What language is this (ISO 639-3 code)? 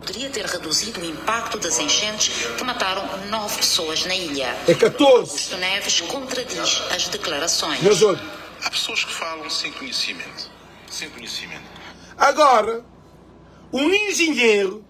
kea